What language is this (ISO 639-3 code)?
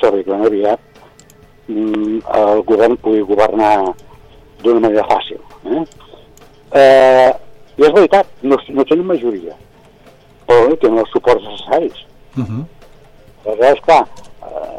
cat